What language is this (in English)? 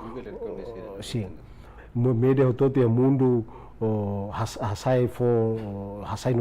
Tetum